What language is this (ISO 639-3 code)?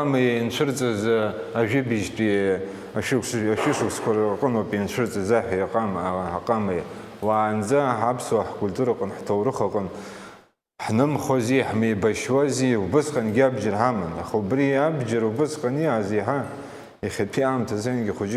abk